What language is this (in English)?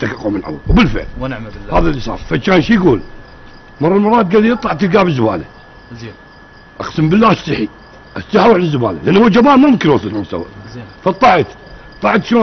Mesopotamian Arabic